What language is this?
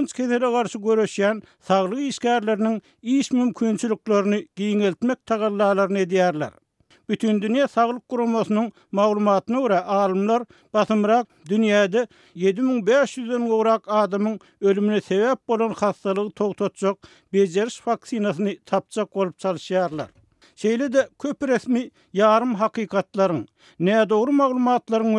Turkmen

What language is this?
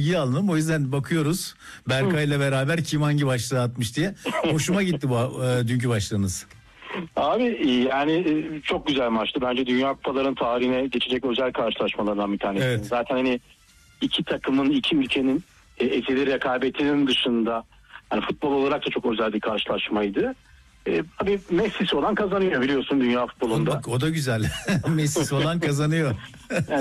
Turkish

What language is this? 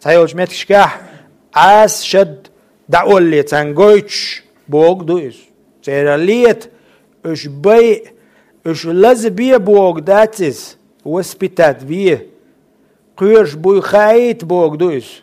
Chechen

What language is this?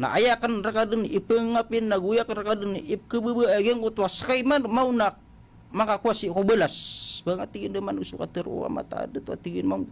Maranao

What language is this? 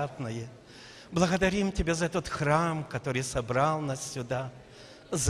Russian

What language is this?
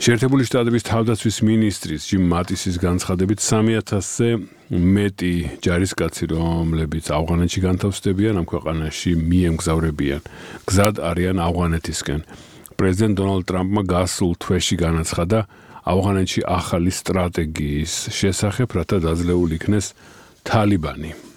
Georgian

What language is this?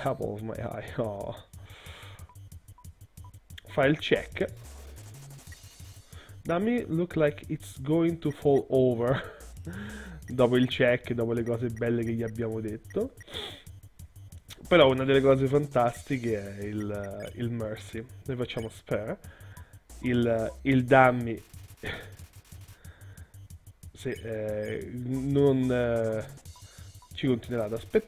Italian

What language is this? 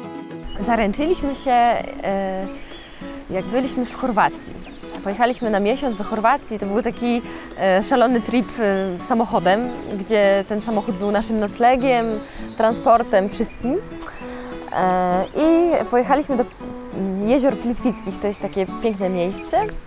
Polish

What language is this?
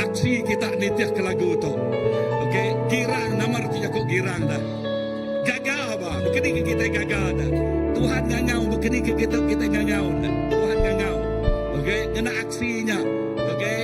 Iban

